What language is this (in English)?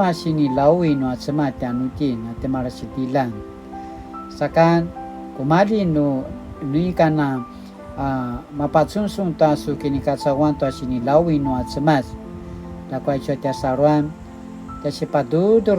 Paiwan